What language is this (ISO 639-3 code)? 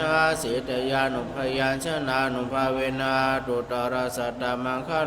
pli